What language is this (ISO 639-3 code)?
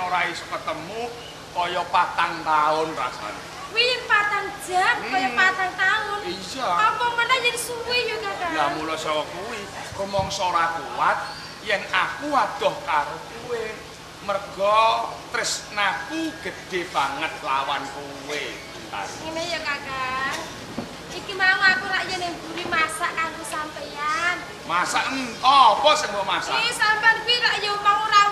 jav